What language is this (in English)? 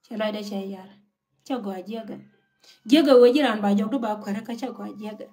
Nuer